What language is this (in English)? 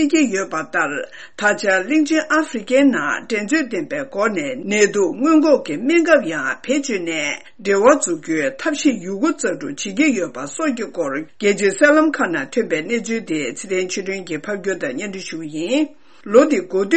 Tibetan